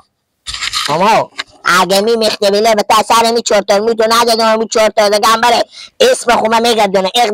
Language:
Persian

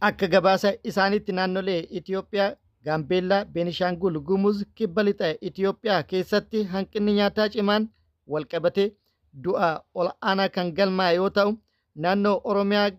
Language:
Oromo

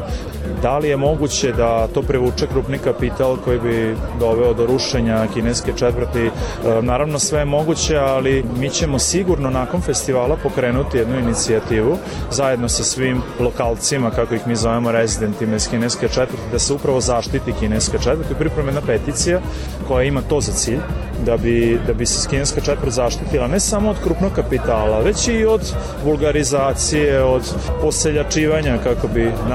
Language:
Serbian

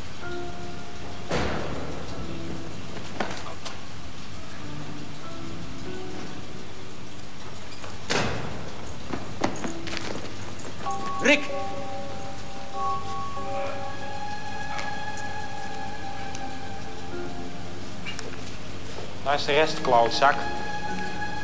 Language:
Dutch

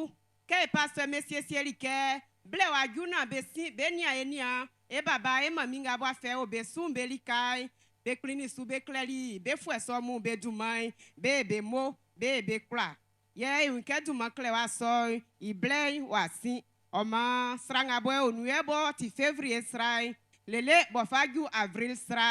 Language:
Baoulé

